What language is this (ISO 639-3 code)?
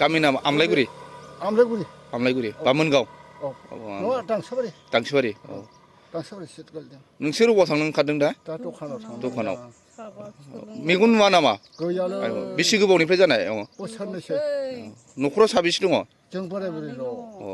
brx